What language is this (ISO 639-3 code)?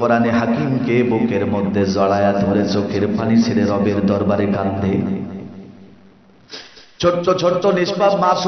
ben